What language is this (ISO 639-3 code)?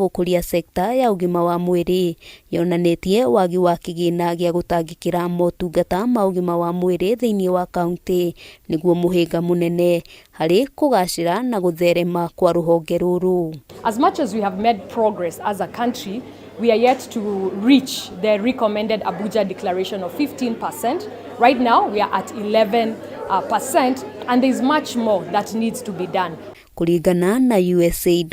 kik